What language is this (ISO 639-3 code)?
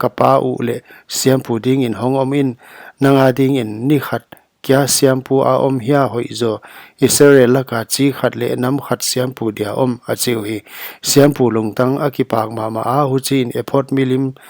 pck